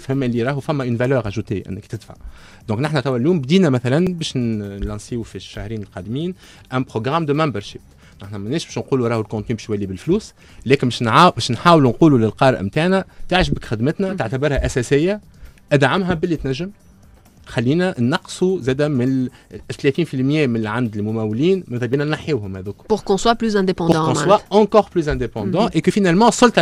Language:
Tunisian Arabic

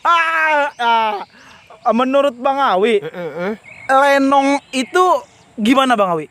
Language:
Betawi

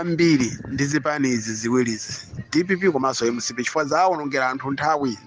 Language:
Nyanja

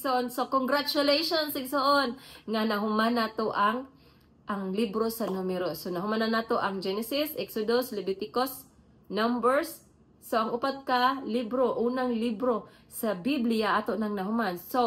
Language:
Cebuano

